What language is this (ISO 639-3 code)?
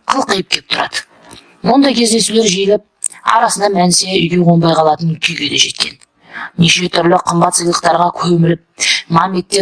kaz